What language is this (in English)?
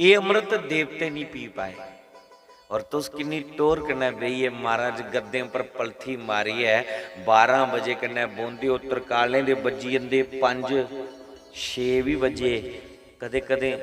Dogri